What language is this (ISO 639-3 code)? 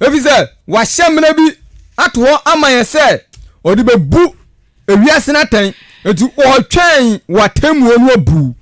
aka